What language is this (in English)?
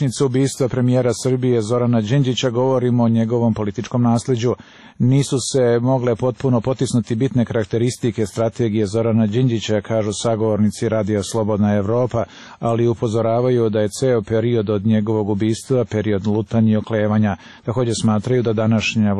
Serbian